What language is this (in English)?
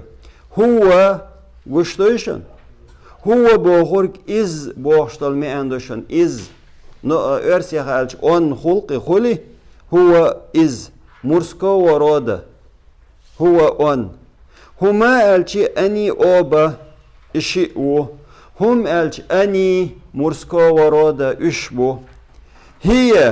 Chechen